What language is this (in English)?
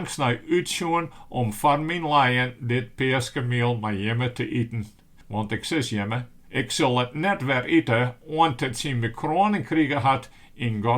Western Frisian